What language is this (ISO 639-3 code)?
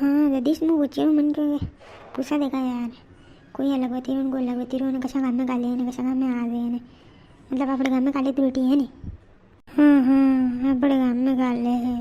raj